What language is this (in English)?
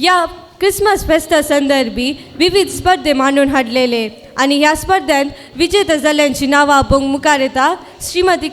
Konkani